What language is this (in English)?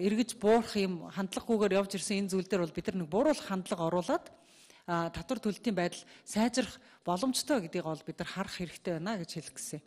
Mongolian